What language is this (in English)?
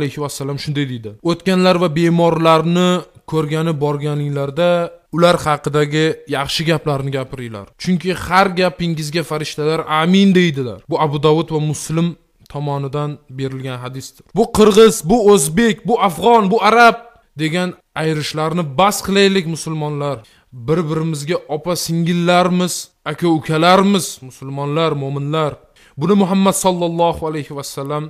Uzbek